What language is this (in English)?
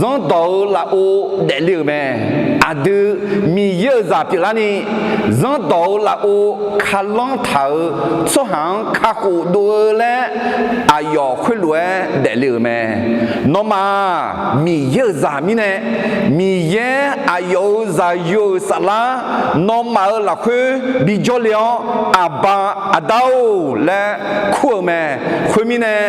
Akha